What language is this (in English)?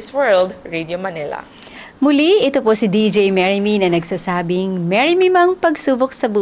Filipino